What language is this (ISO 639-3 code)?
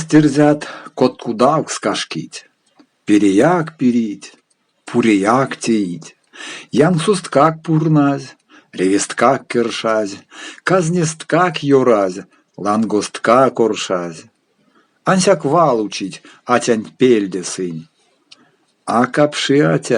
myv